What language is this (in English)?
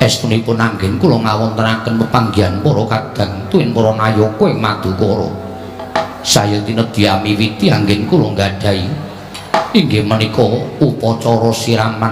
Javanese